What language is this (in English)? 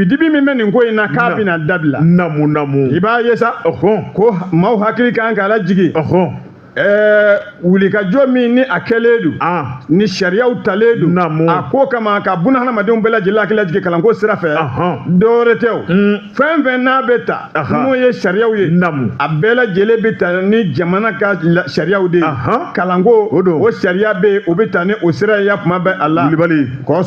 Bambara